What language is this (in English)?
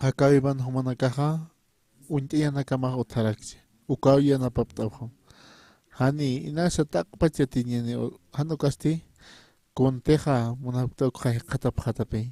Aymara